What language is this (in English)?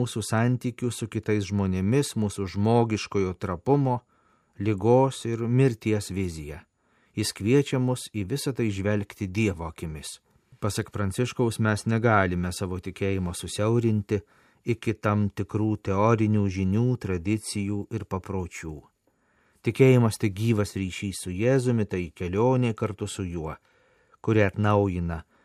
Lithuanian